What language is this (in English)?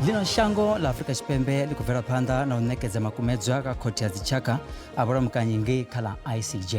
Venda